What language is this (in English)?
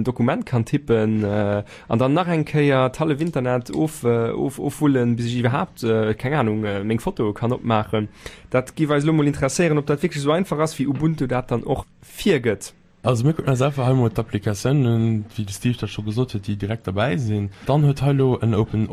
Luxembourgish